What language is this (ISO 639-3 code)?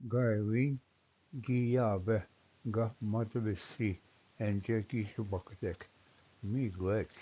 oji